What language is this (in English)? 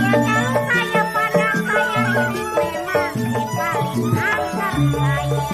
Betawi